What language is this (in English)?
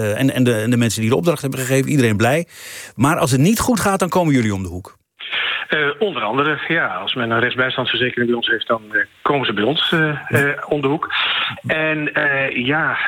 Dutch